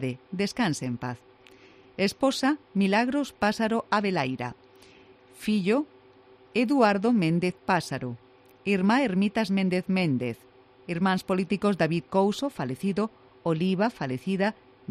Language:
Galician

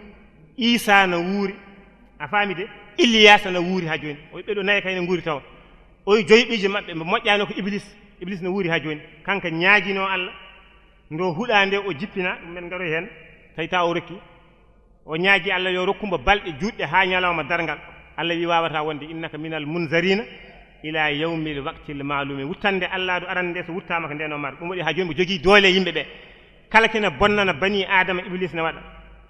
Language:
Fula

